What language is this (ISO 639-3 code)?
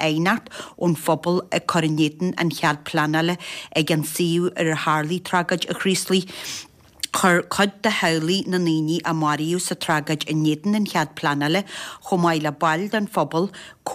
gle